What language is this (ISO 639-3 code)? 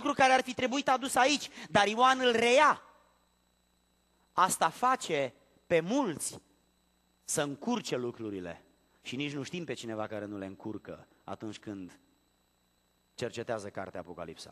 ron